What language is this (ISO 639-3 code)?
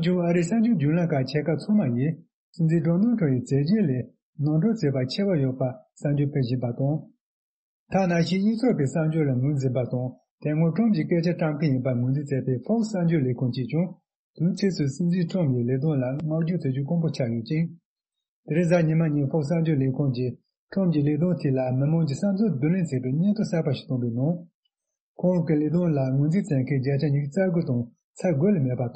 bod